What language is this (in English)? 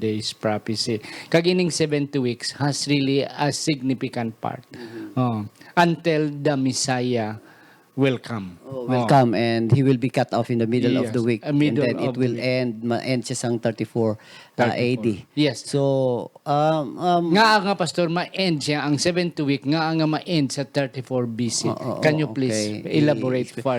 Hiligaynon